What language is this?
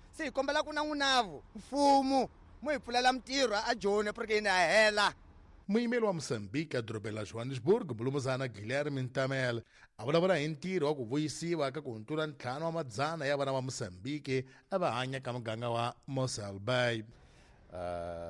Tsonga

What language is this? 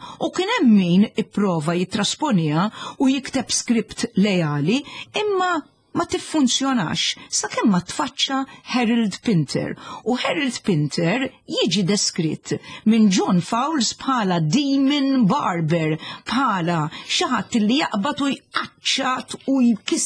Maltese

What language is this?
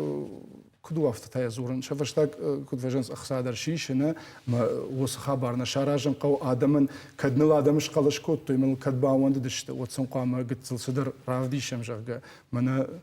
Ossetic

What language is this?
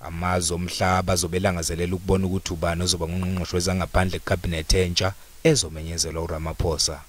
Zulu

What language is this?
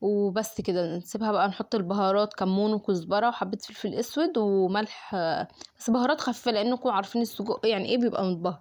Egyptian Arabic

